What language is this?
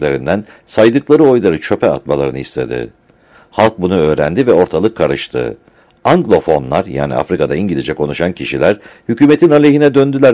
Turkish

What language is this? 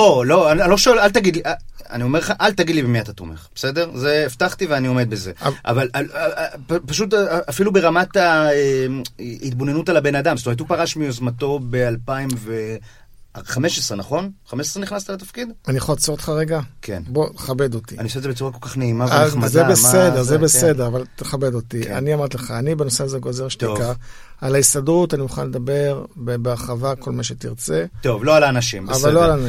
Hebrew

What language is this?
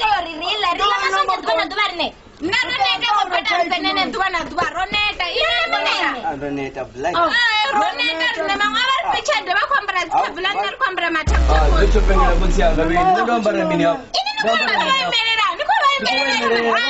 Venda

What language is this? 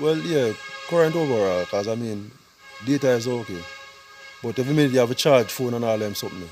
Jamaican Creole English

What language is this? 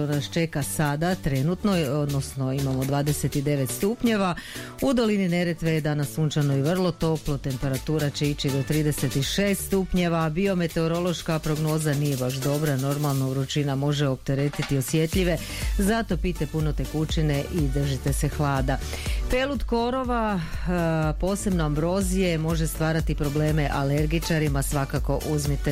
Croatian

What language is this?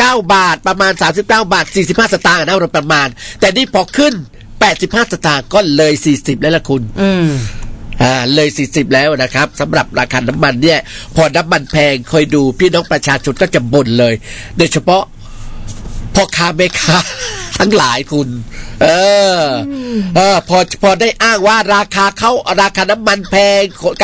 Thai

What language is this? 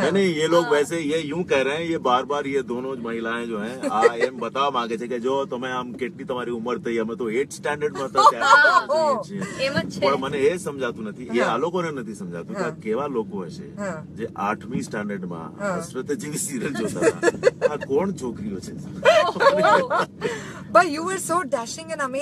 Gujarati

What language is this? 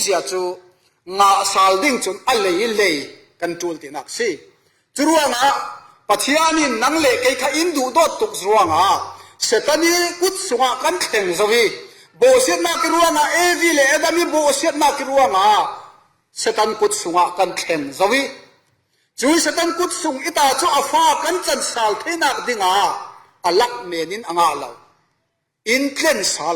Falam Chin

